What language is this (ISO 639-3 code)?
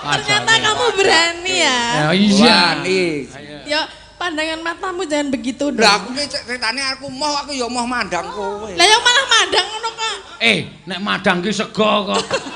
jav